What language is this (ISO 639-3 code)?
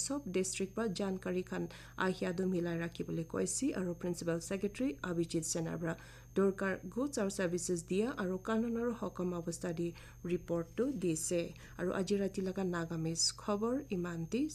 nag